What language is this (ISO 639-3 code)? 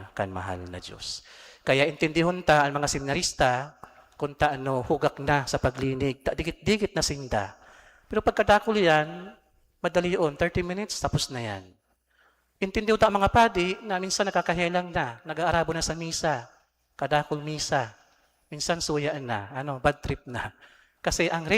bik